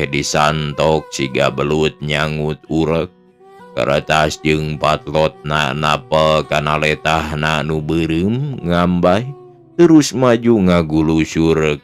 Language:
Sundanese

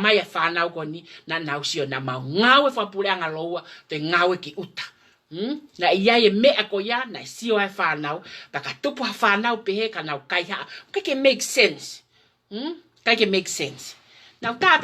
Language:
Tongan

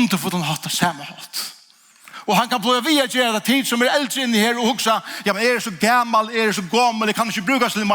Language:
Faroese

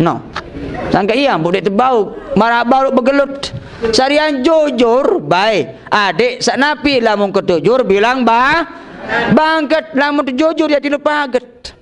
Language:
Sasak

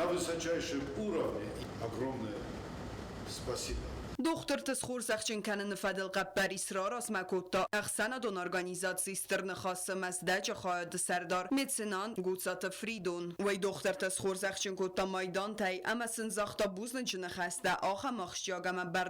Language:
Ossetic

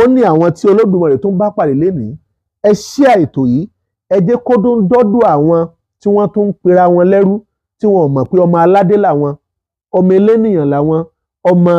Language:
Yoruba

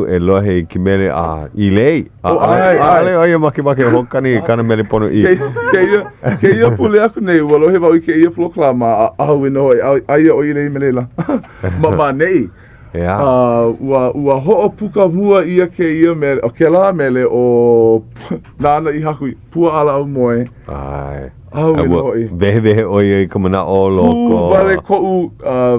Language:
Hawaiian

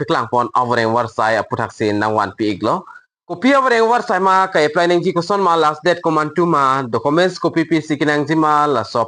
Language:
Karbi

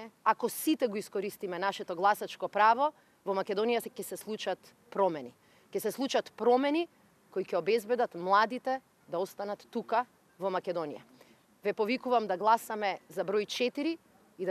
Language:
Macedonian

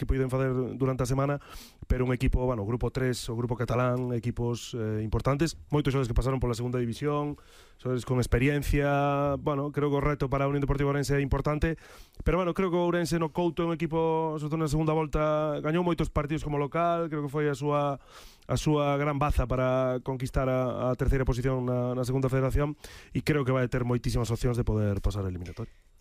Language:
Galician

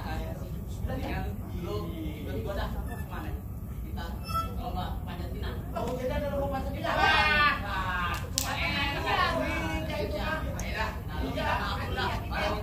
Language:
Betawi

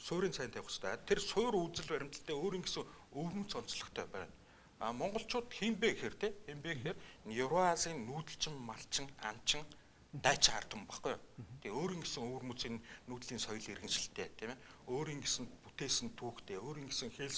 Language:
Mongolian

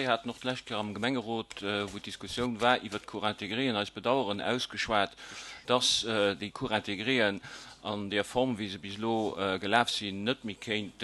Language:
Luxembourgish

